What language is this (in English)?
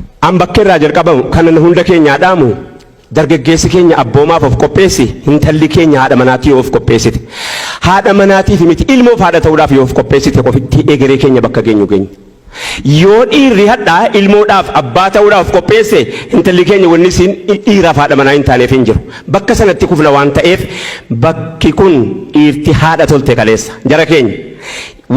Oromo